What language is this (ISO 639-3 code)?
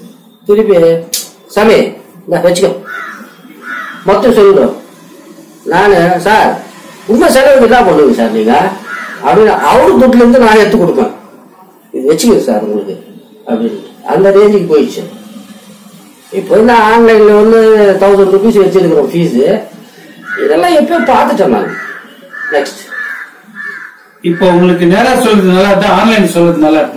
tam